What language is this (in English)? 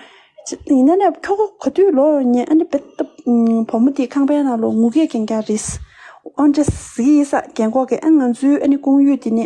Tibetan